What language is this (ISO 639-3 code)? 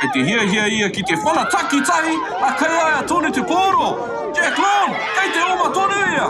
mri